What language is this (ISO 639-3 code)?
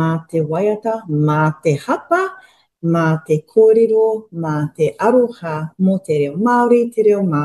mri